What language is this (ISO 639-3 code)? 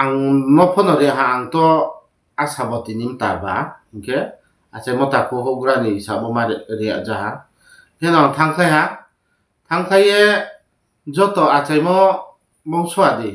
ria